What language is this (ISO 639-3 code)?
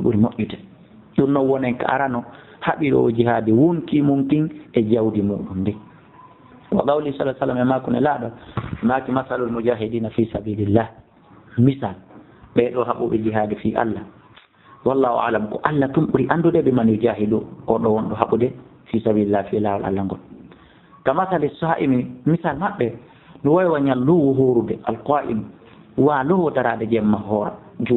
ful